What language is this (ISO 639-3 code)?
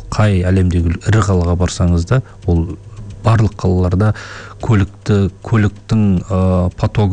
kaz